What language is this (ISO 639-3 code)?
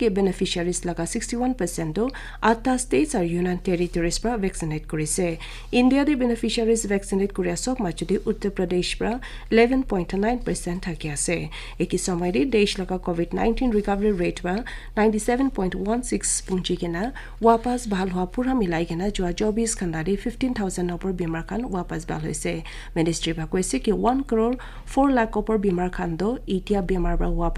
nag